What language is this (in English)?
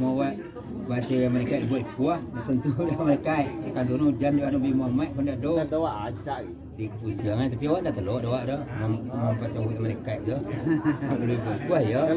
Minangkabau